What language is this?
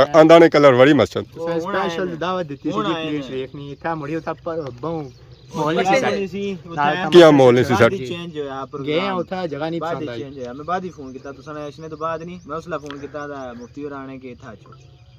Pahari-Potwari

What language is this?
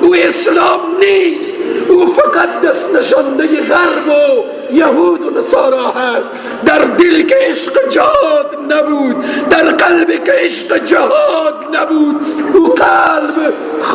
Persian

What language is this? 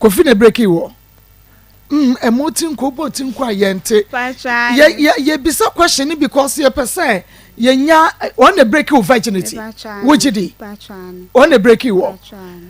Akan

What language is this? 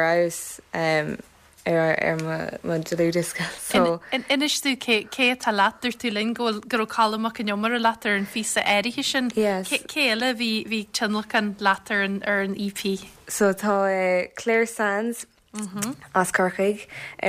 Irish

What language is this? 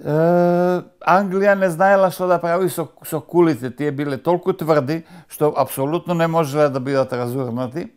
Macedonian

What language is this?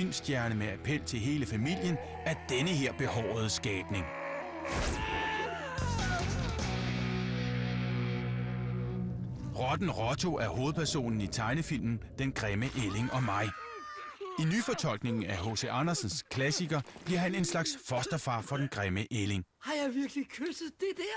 Danish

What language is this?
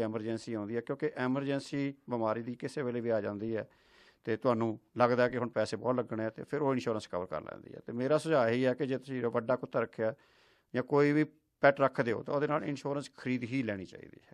Punjabi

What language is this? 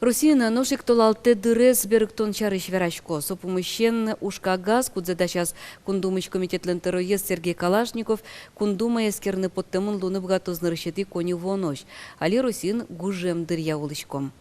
Udmurt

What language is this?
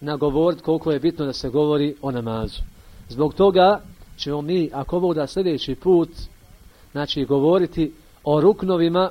Bosnian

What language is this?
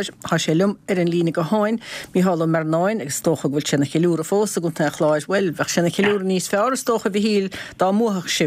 Irish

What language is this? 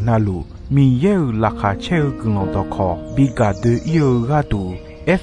Akha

